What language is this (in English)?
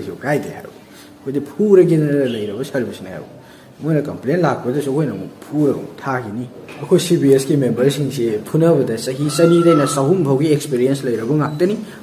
Manipuri